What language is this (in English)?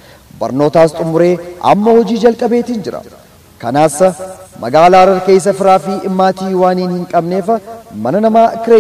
Oromo